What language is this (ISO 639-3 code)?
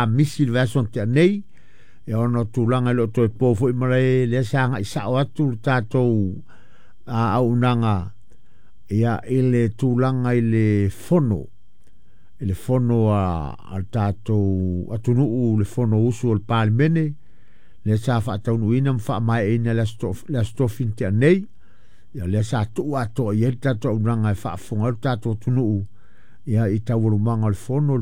smo